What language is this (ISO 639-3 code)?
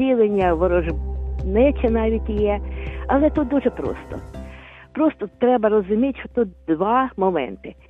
ukr